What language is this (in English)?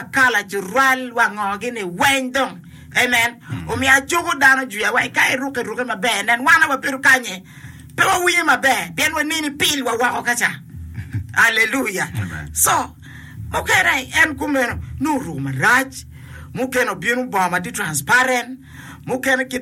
Acoli